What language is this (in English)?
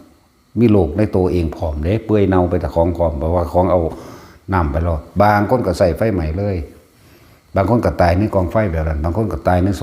Northeastern Thai